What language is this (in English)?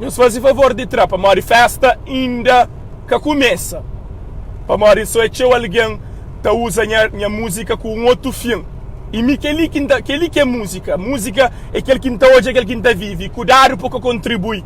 Kabuverdianu